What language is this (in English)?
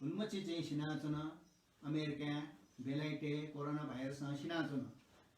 Newari